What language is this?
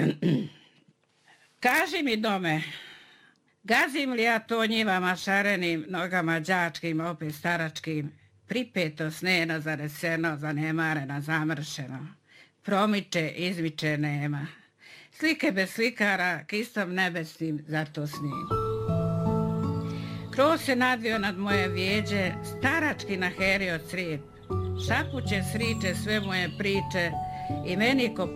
Bosnian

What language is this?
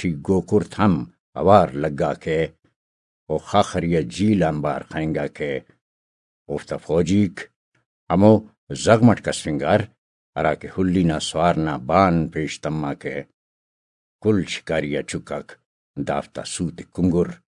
Brahui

